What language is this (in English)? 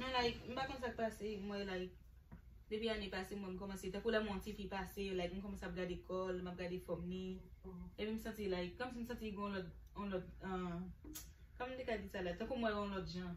Haitian Creole